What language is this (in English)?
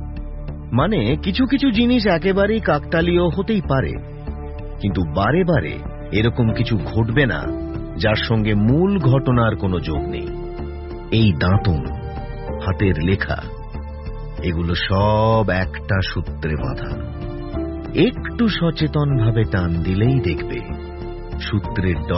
Bangla